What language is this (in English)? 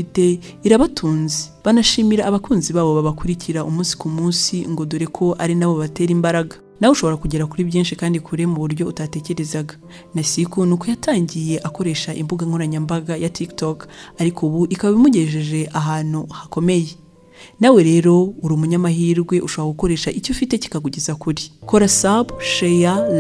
Kinyarwanda